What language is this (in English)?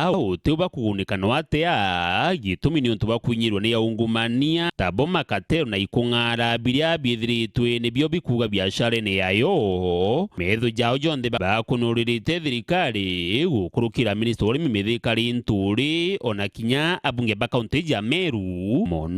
Meru